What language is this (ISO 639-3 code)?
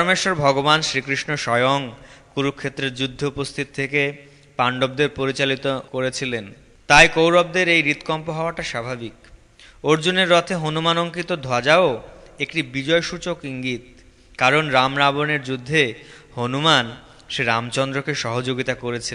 ben